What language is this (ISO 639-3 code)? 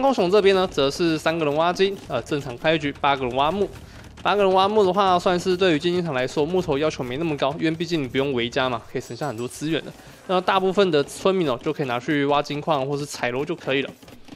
zho